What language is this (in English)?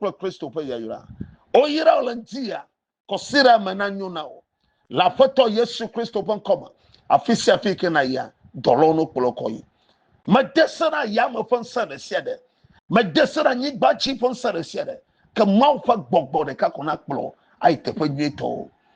Ewe